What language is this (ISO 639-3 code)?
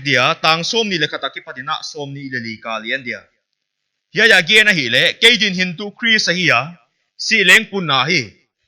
pck